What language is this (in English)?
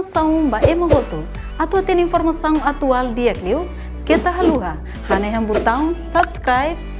Tetum